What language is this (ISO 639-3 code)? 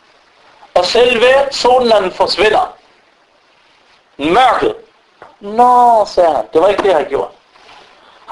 dan